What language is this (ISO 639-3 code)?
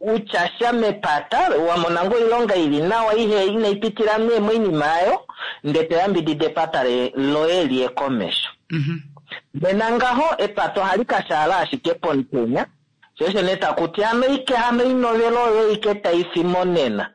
kua